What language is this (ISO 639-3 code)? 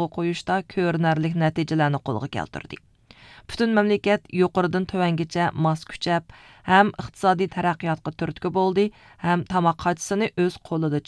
uig